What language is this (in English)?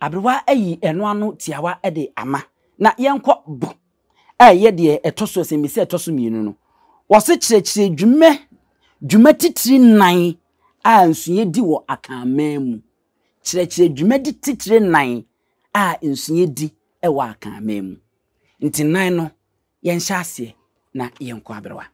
Akan